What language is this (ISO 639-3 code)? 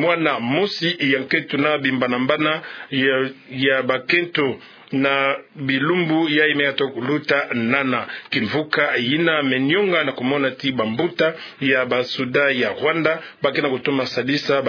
ktu